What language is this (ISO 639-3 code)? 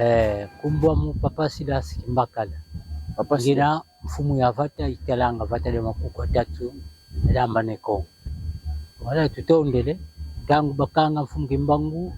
kon